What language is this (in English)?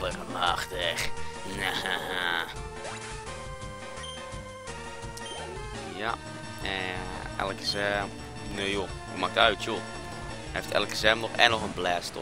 Dutch